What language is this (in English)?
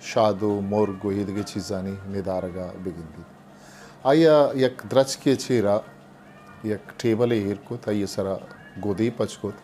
Eastern Balochi